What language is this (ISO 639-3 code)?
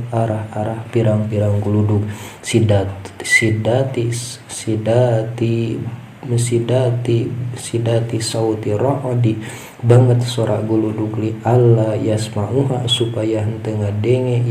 sun